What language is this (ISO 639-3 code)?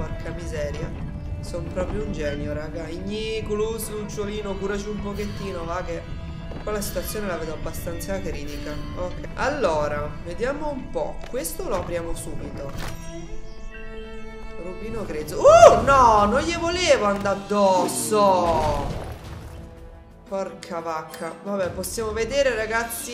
ita